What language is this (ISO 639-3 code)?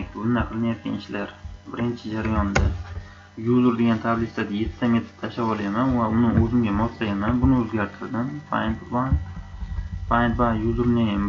uzb